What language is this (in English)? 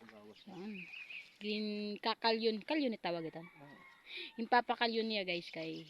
Waray